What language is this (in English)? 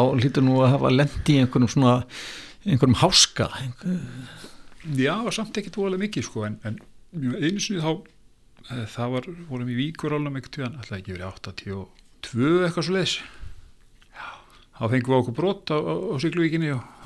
Icelandic